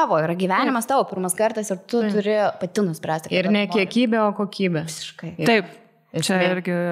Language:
Lithuanian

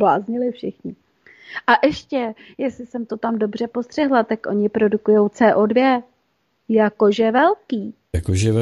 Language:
Czech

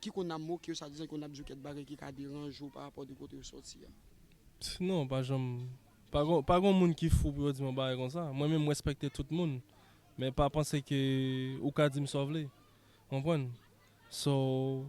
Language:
Haitian Creole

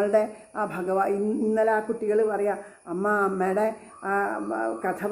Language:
Malayalam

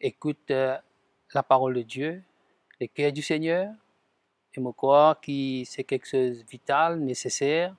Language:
Morisyen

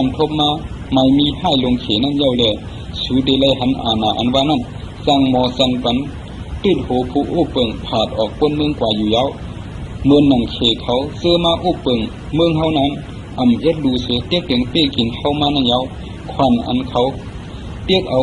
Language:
Shan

